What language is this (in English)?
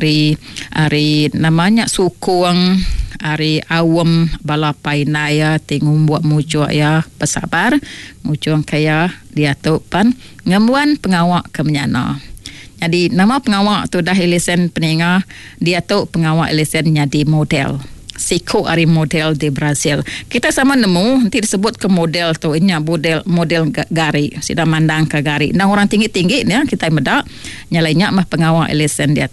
Iban